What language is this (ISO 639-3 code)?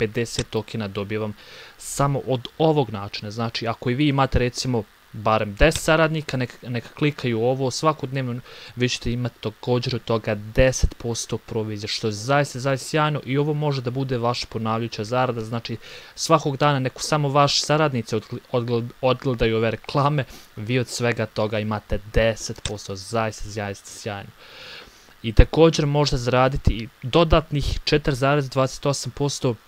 bos